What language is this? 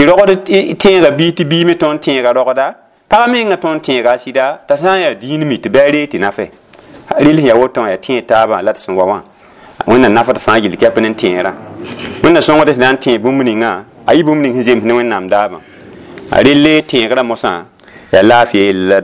Mossi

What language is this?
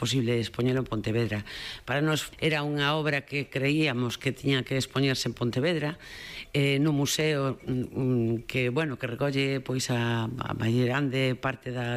Galician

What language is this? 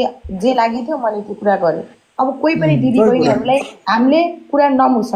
Nepali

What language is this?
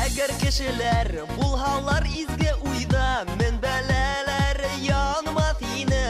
Bashkir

